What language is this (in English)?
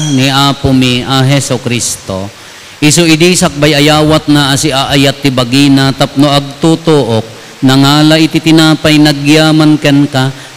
Iloko